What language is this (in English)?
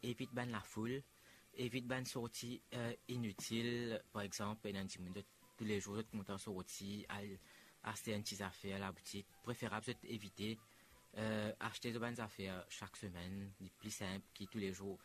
Morisyen